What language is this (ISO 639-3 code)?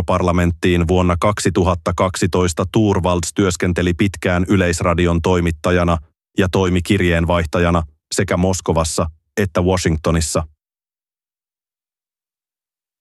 fin